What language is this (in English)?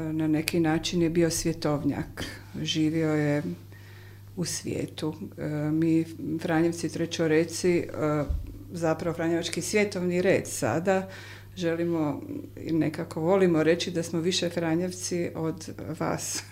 Croatian